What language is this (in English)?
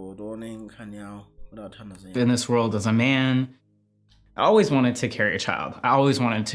Nyanja